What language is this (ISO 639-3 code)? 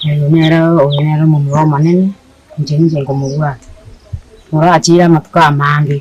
guz